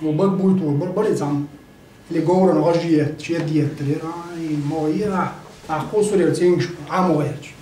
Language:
Chechen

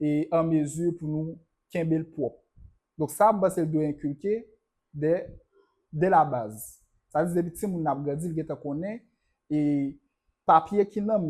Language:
Haitian Creole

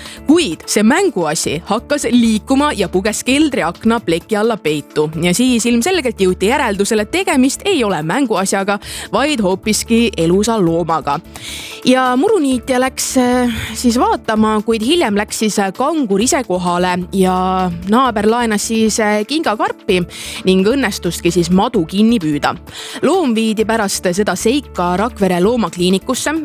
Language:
Estonian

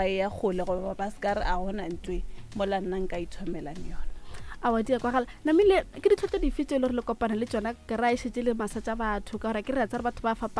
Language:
Northern Sotho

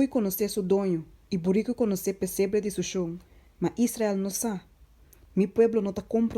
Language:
Papiamento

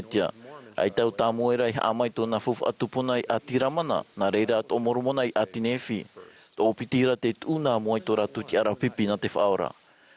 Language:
Tahitian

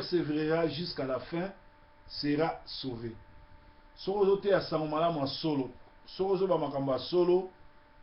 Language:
Lingala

